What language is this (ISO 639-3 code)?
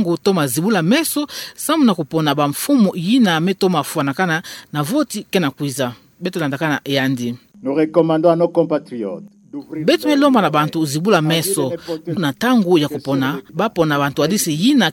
ktu